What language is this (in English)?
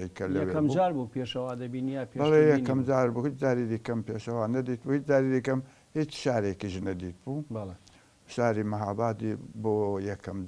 Central Kurdish